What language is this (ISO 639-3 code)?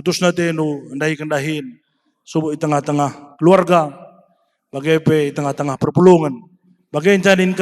btx